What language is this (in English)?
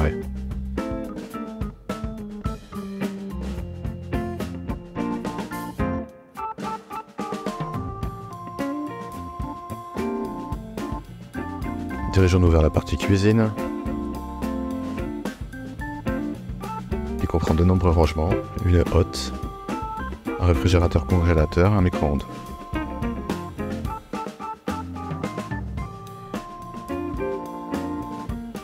French